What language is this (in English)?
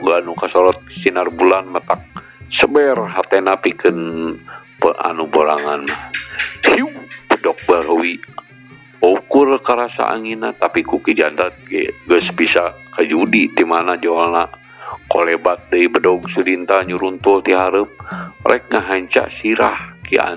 Sundanese